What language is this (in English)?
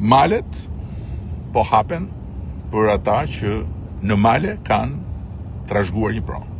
Albanian